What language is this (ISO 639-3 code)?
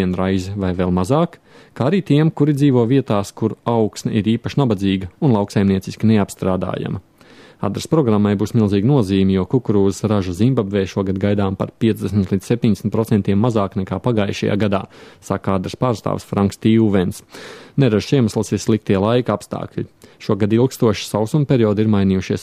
lav